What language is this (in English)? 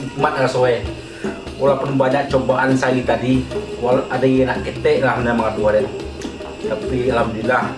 Minangkabau